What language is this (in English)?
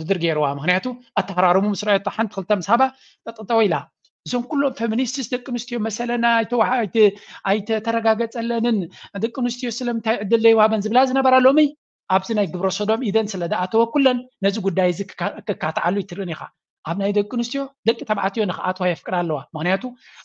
Tigrinya